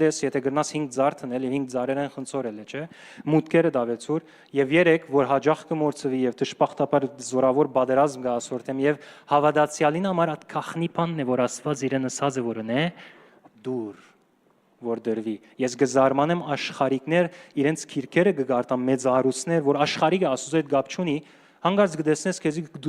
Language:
Western Armenian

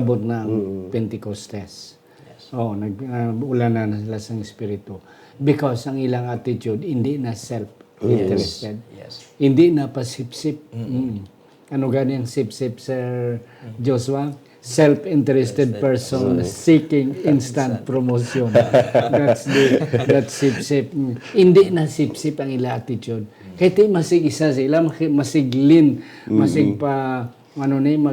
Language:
Hiligaynon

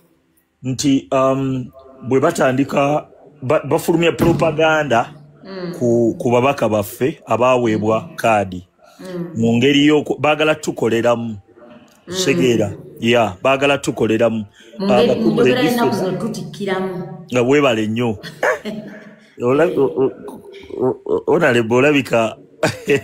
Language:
Ganda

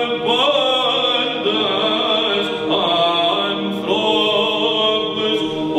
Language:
Greek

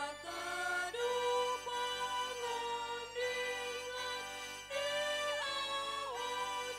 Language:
Batak Toba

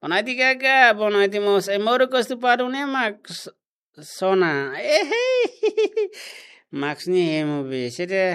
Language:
Tetum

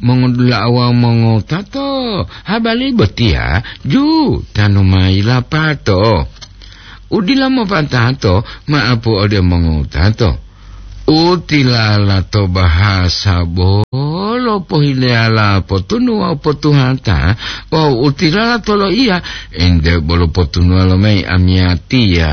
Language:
Gorontalo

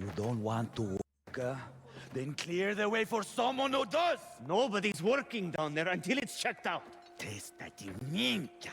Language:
Swiss German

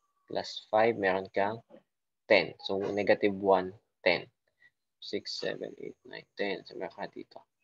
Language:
Filipino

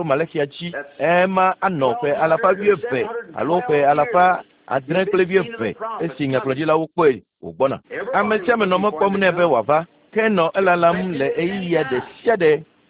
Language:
Ewe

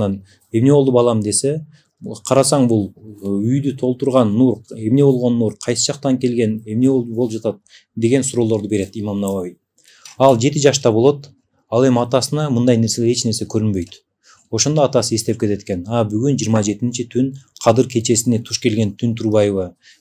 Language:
Kyrgyz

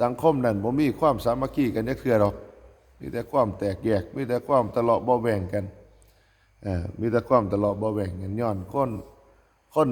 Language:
Northeastern Thai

